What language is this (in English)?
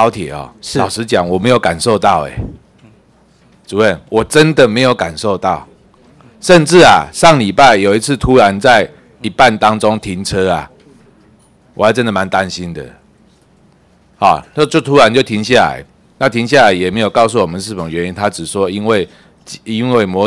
Chinese